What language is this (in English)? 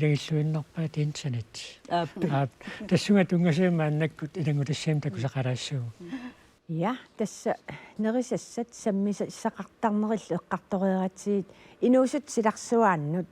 Kalaallisut